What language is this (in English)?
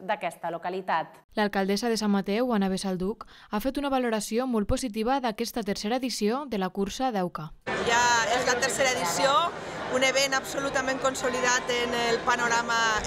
Catalan